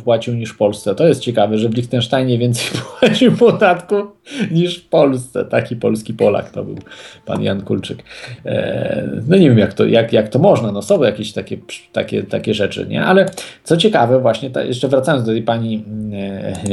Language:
Polish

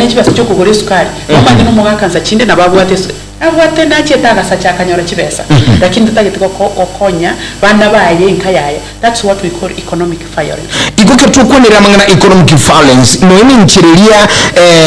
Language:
Gusii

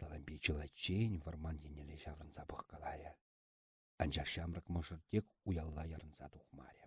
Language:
Chuvash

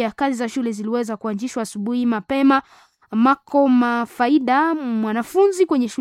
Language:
Swahili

